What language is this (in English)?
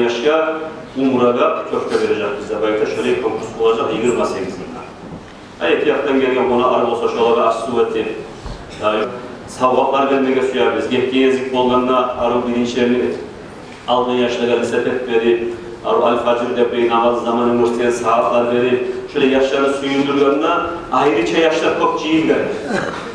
Kumyk